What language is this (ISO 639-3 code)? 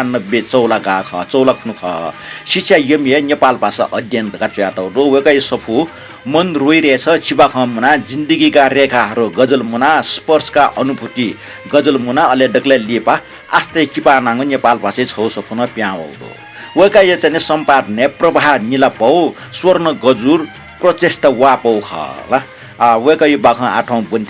new